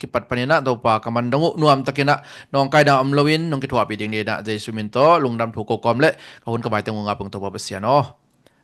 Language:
Tedim Chin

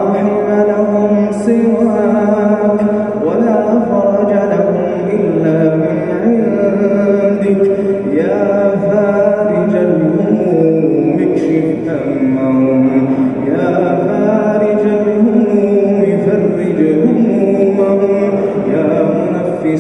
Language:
Arabic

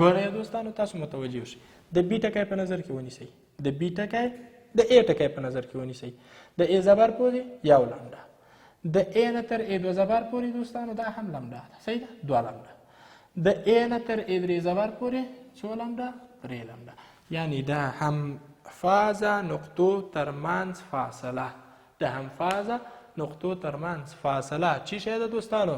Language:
Pashto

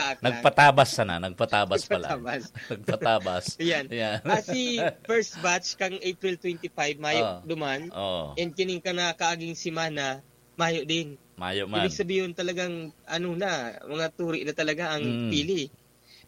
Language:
Bikol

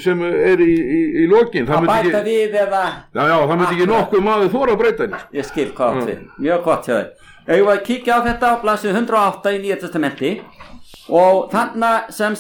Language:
Icelandic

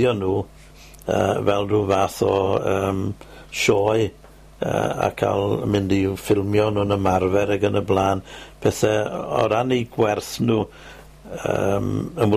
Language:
Welsh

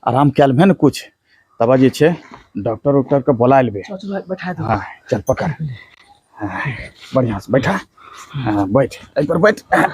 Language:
Angika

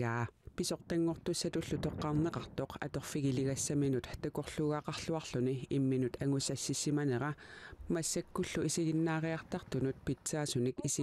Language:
Kalaallisut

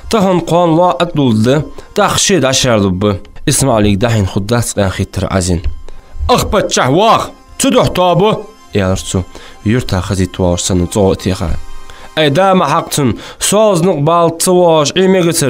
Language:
Ingush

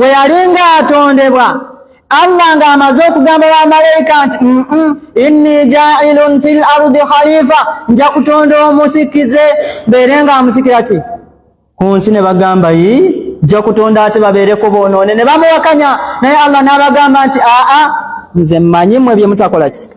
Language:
Ganda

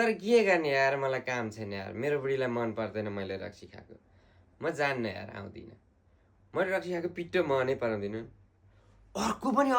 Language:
Nepali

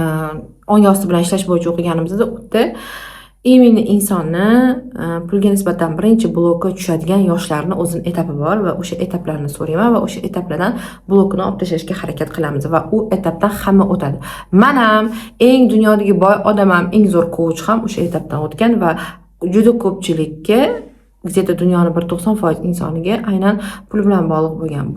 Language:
Uzbek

